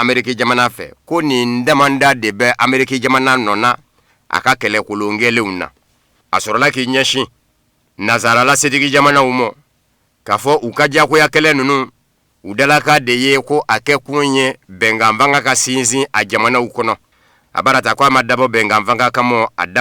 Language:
Bambara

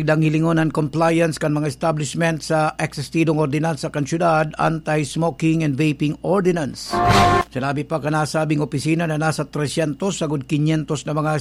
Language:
Bikol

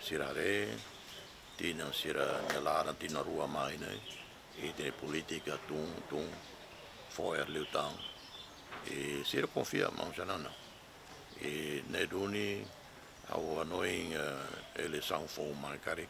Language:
Tetum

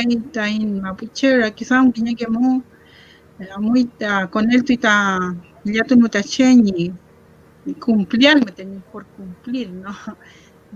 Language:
Mapuche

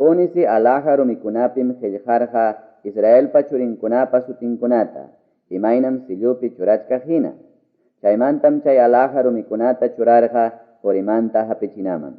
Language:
Ayacucho Quechua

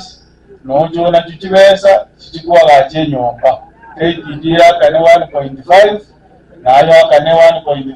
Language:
Gusii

